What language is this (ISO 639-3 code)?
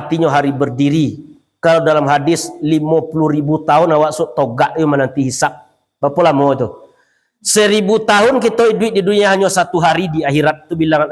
min